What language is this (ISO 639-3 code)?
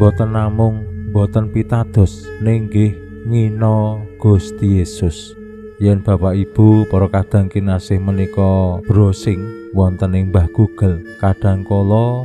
jav